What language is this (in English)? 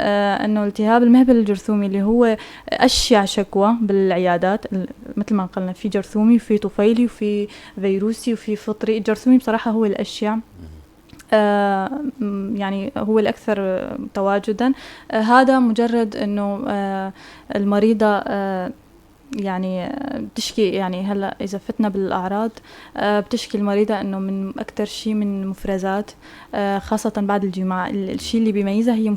North Levantine Arabic